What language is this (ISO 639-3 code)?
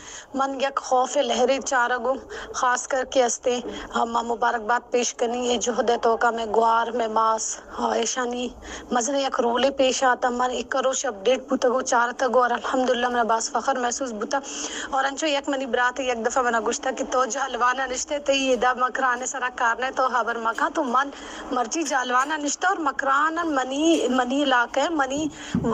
bal